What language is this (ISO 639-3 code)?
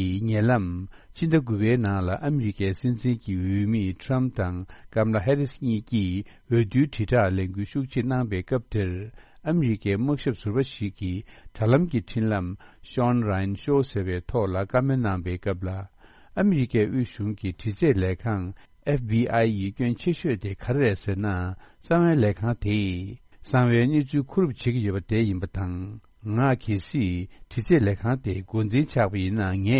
bod